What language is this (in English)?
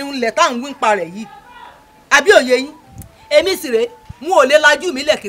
Yoruba